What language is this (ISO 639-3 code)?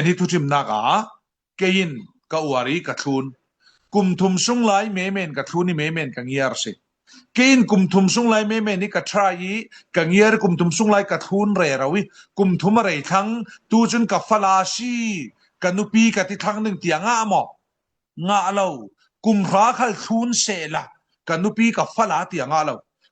cfm